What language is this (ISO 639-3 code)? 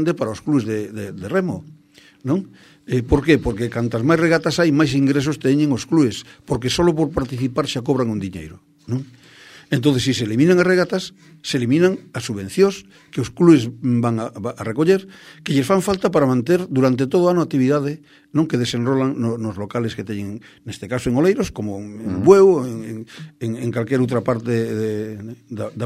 glg